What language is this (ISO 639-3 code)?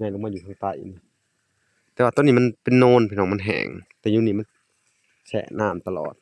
lao